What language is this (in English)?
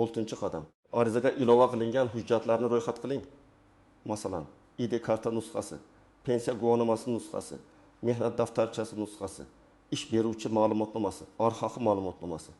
Uzbek